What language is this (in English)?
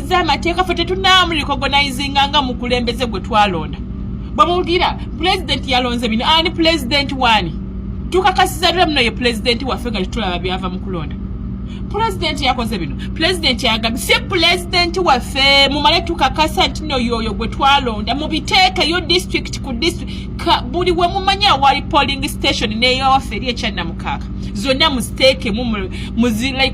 Ganda